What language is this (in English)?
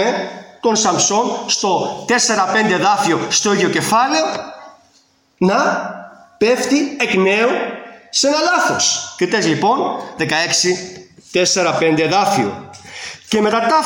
Greek